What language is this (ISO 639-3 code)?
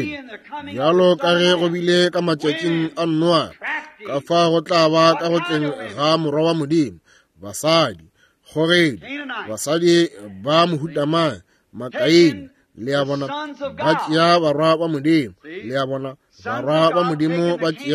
nso